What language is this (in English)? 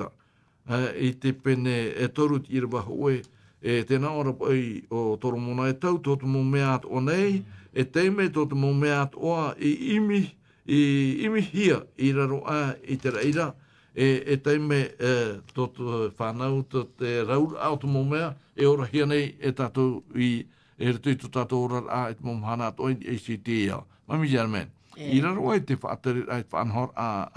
Tahitian